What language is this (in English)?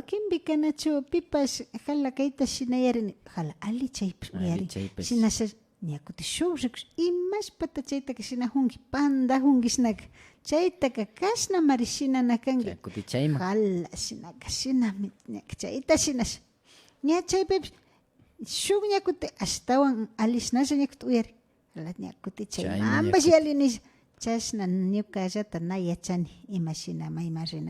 Imbabura Highland Quichua